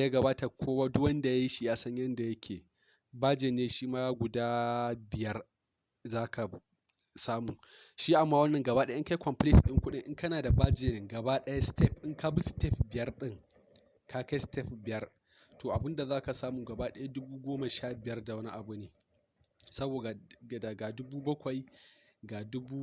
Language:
Hausa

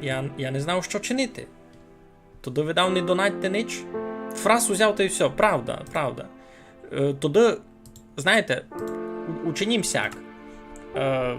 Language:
Rusyn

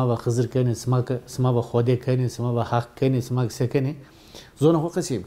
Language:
Zaza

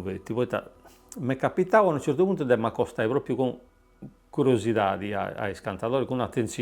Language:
Sardinian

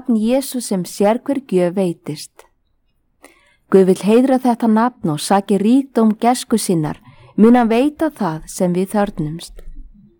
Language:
Icelandic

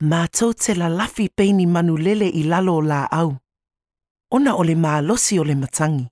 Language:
Samoan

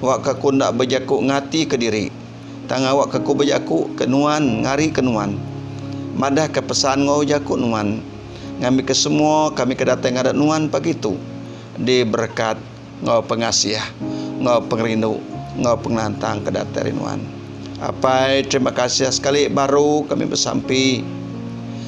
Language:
Iban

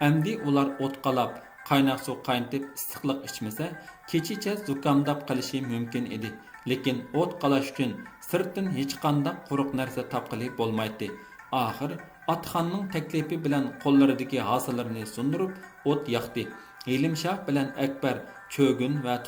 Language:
Uyghur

